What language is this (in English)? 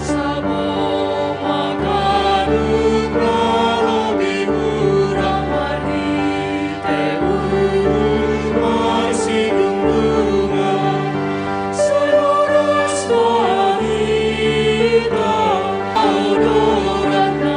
Batak Simalungun